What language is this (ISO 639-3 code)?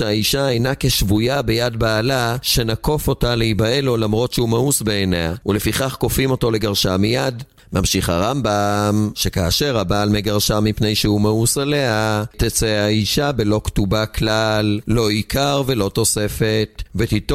heb